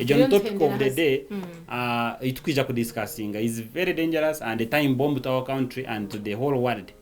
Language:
Nyankole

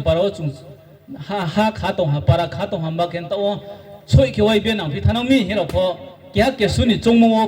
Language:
Riang (India)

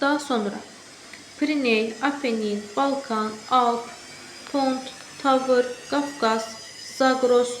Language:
Azerbaijani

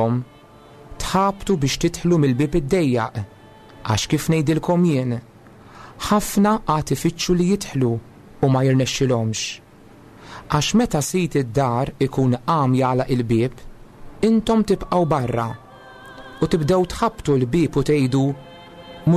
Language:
Maltese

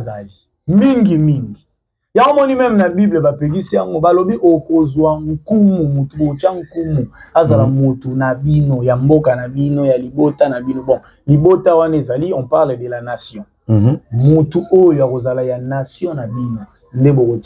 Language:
Lingala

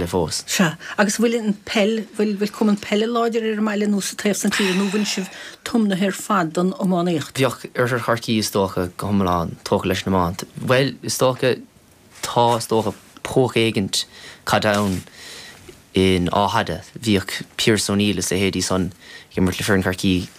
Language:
Irish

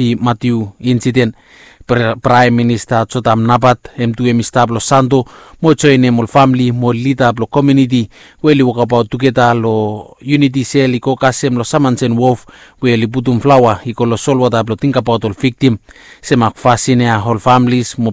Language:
Bislama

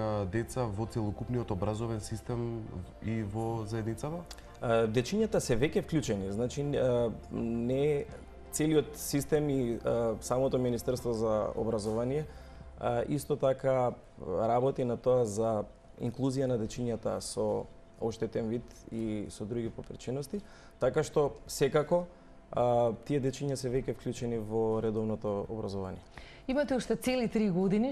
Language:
Macedonian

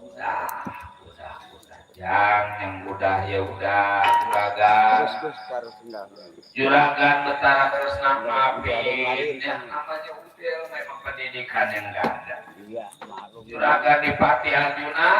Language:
Betawi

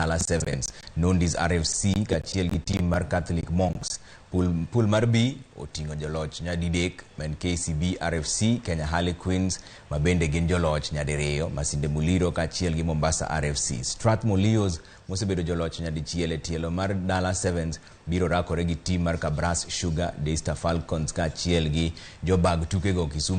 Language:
Luo (Kenya and Tanzania)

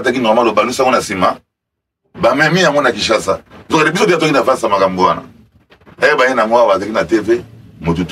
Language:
Lingala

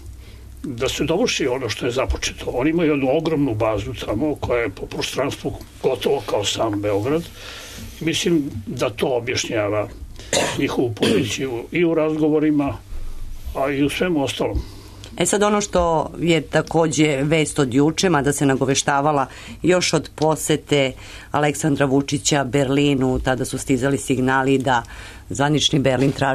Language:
Serbian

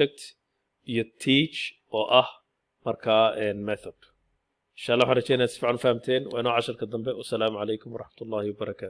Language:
Somali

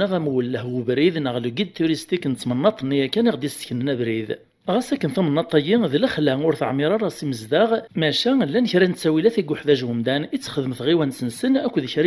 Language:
Kabyle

